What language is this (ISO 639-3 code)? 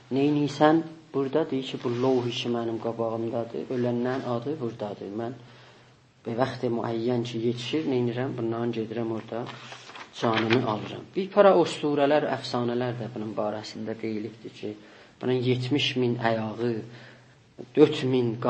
azb